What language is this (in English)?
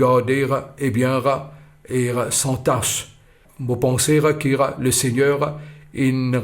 Morisyen